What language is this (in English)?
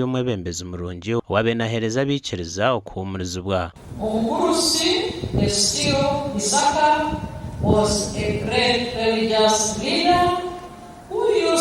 Nyankole